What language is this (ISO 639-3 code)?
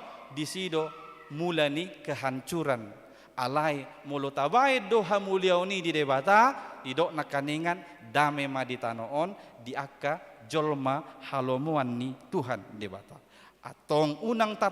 bbc